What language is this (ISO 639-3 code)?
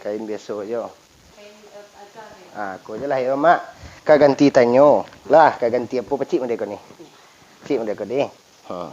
min